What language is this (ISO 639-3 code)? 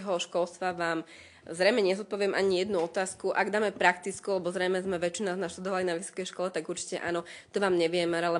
slk